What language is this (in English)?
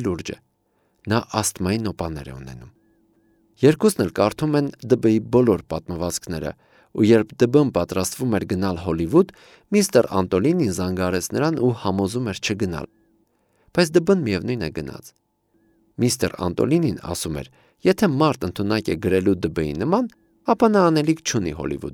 Armenian